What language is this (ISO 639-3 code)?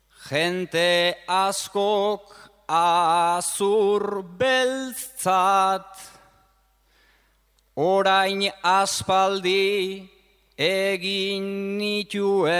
eus